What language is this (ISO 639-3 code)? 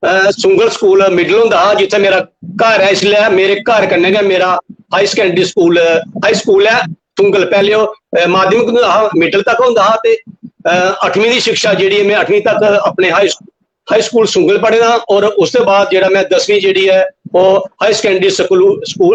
doi